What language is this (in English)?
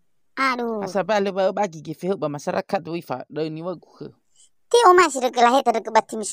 Nias